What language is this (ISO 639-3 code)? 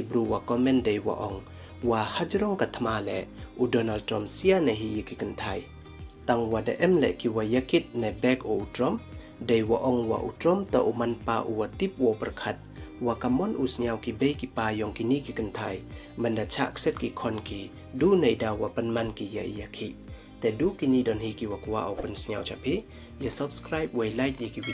pbv